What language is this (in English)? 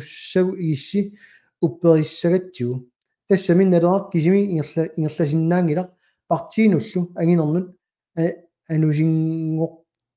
Kalaallisut